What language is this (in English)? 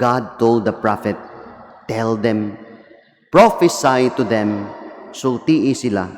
Cebuano